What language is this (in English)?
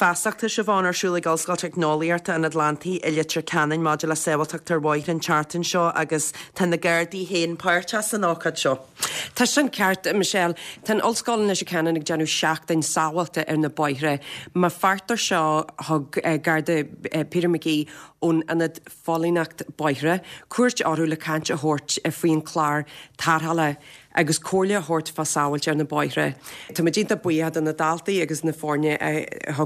Irish